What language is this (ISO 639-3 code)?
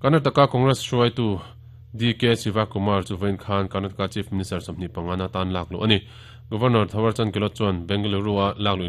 lus